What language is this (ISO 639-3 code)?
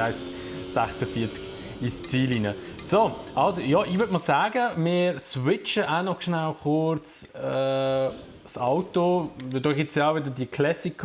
gsw